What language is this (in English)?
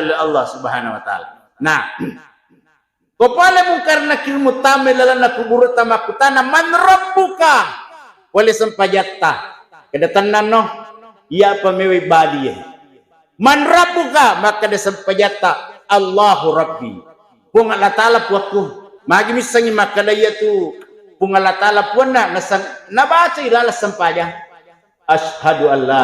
Buginese